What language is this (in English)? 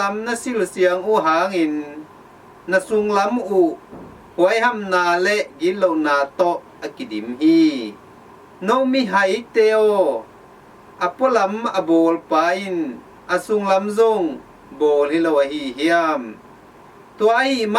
Tedim Chin